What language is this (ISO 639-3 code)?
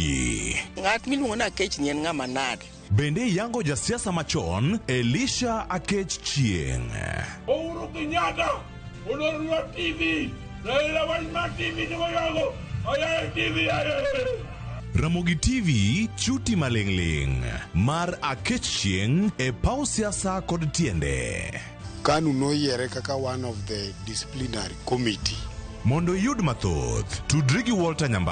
luo